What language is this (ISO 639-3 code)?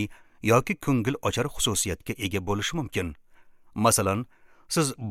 uzb